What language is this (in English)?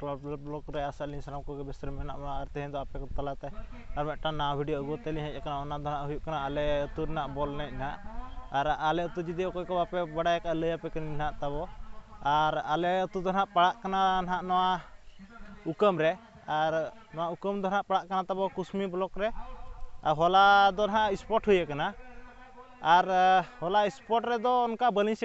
Santali